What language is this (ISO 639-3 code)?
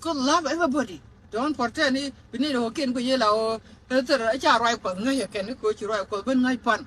nus